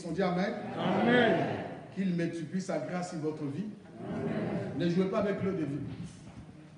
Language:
French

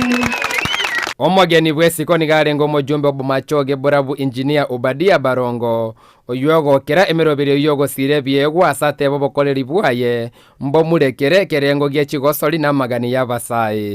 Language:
Gusii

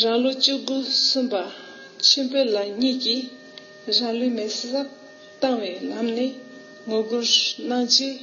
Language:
Tibetan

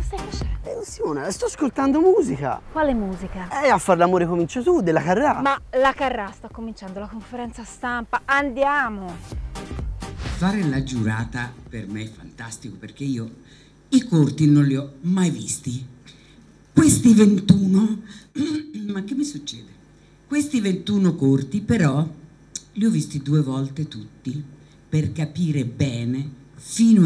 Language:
Italian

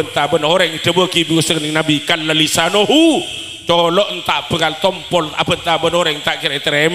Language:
Madurese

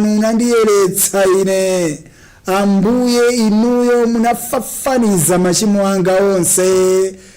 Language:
Nyanja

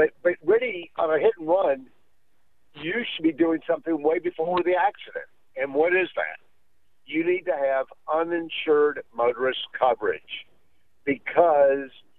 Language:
English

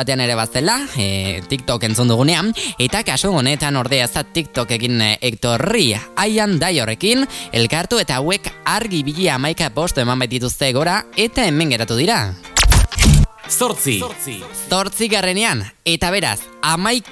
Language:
Basque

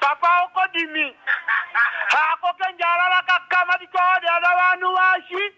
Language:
Tetela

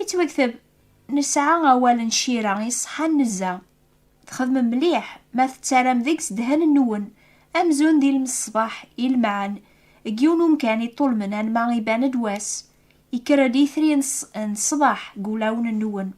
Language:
Kabyle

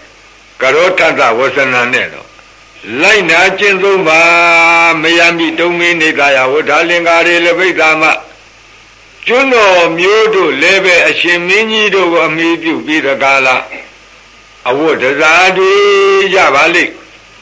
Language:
Burmese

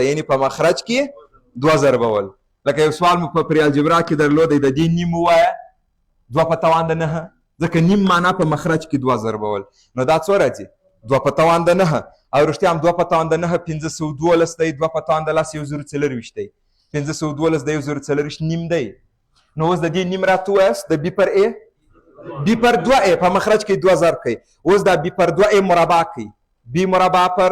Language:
Pashto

